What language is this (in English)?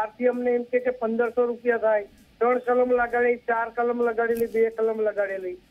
Gujarati